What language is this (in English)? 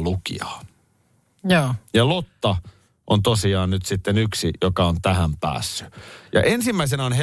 Finnish